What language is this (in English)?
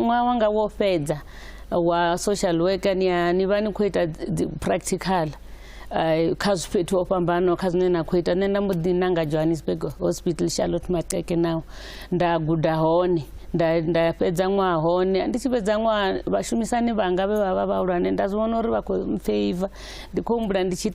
Venda